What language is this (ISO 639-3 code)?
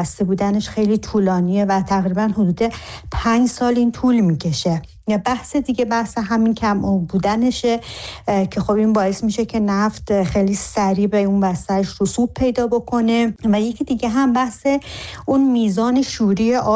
fas